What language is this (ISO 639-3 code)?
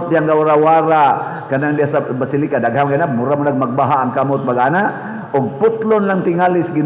ceb